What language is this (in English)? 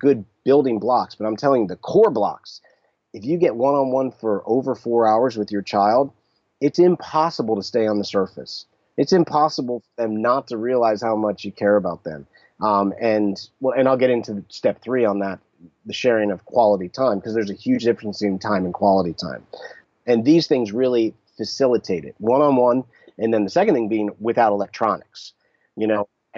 English